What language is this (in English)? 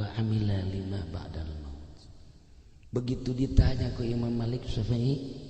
Sundanese